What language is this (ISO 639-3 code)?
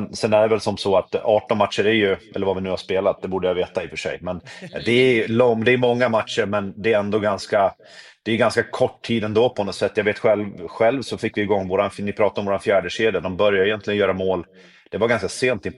swe